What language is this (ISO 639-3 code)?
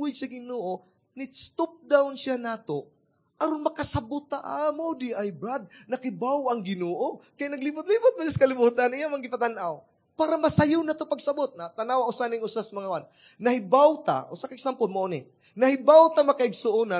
ceb